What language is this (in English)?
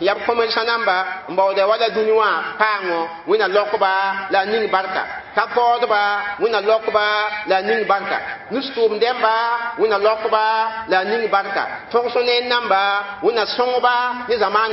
Mossi